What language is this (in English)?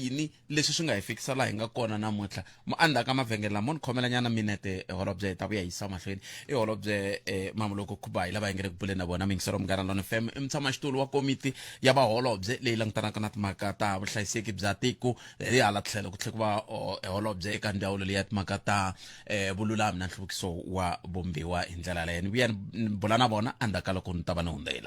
Tsonga